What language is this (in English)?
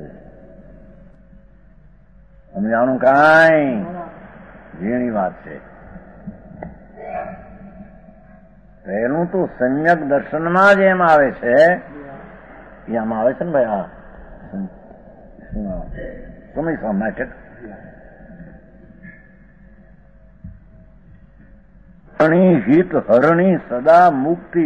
Gujarati